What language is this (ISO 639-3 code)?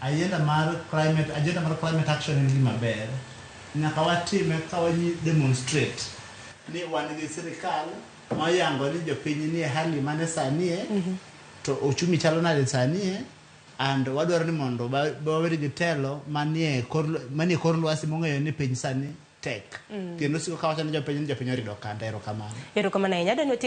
luo